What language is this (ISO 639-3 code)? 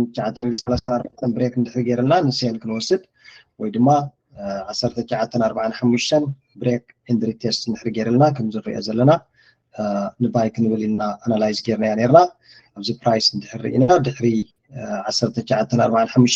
tir